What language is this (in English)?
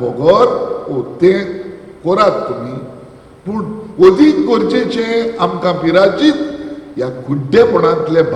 Konkani